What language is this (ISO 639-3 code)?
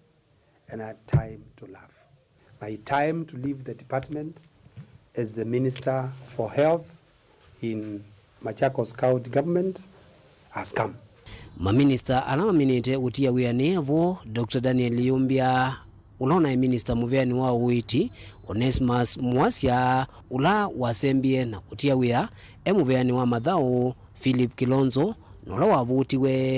kam